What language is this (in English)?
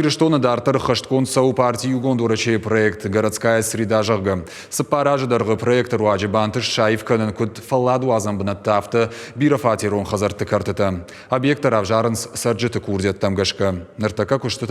Ossetic